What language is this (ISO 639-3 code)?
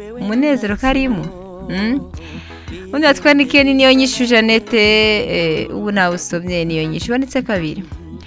run